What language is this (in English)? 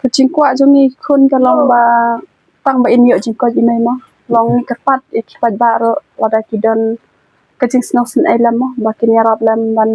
Khasi